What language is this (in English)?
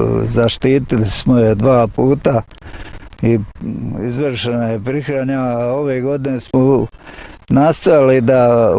Bosnian